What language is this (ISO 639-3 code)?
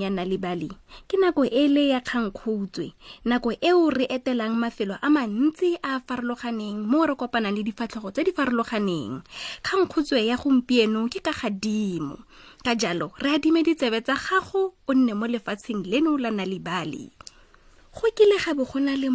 tsn